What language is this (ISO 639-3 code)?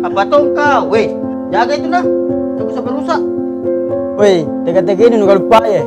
mfp